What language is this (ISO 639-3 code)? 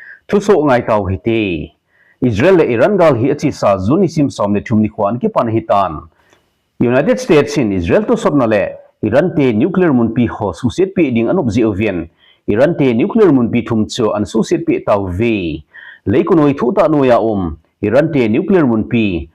tcz